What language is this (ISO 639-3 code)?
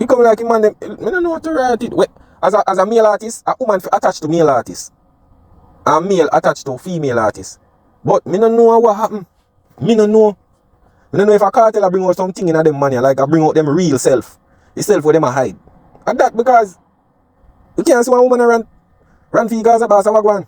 jam